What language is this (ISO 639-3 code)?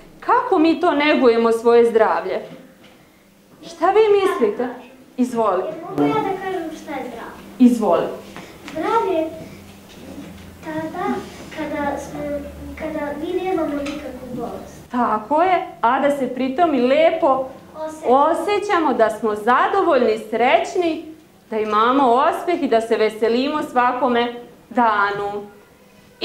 srp